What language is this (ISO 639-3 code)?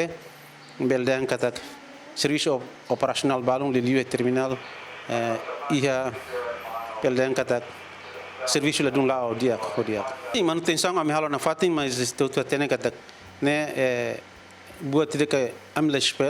tet